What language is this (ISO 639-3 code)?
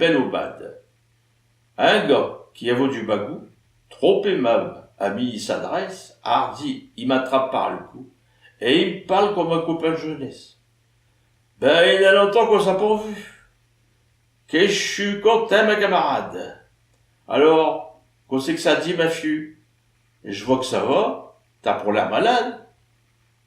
pcd